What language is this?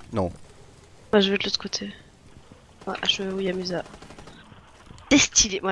French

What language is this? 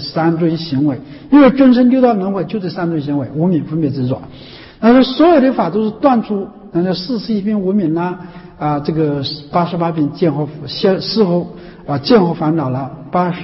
Chinese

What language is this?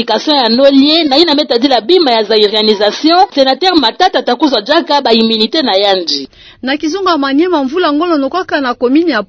Kituba (Democratic Republic of Congo)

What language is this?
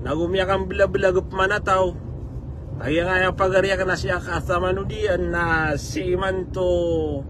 Maranao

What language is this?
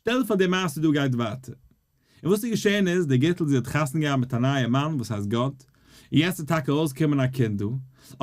Yiddish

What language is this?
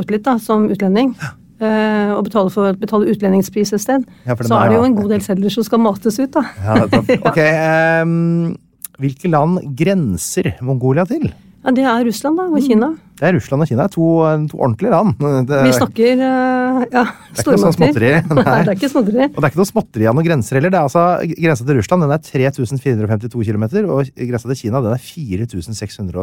Norwegian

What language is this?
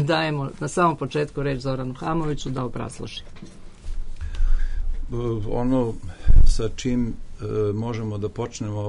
Serbian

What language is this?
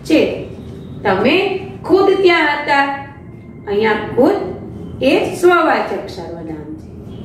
Gujarati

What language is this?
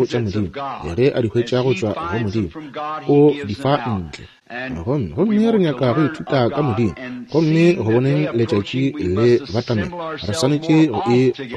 Northern Sotho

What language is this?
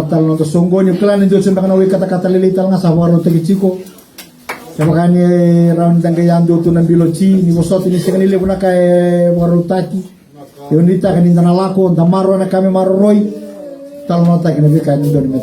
Fijian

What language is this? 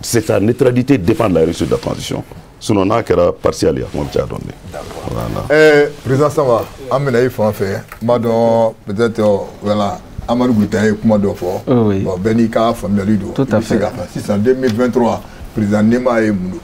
Bambara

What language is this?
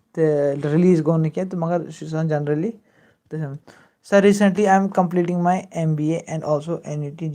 Kashmiri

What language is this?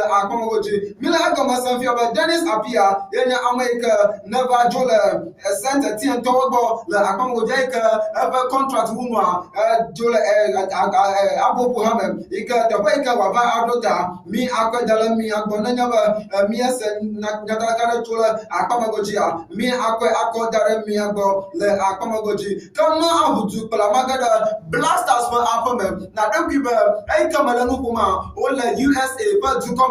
Ewe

